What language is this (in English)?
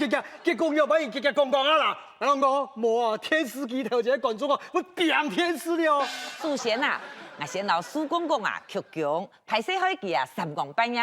Hakka Chinese